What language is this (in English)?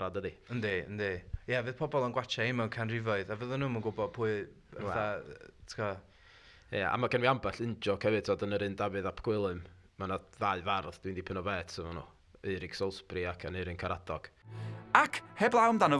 Welsh